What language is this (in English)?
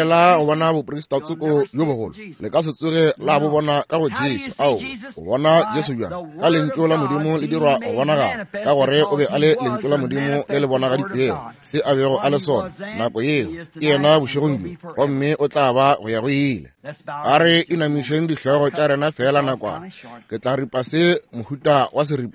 Northern Sotho